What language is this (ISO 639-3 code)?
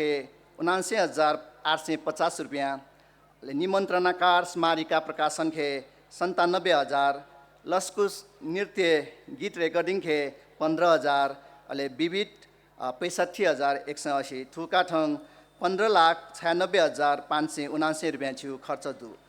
new